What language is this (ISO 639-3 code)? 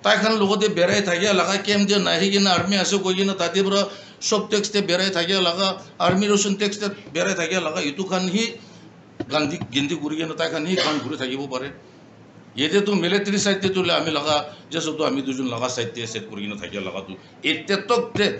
nag